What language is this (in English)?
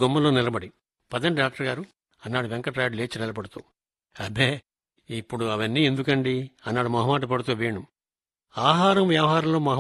Telugu